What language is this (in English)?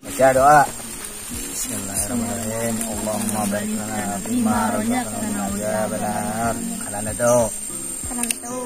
Banjar